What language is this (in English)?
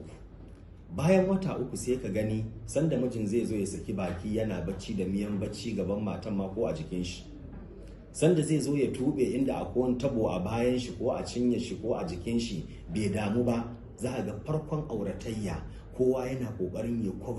Hausa